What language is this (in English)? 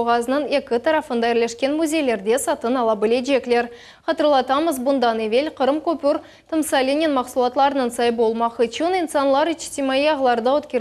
Crimean Tatar